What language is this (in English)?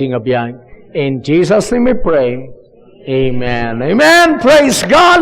Iloko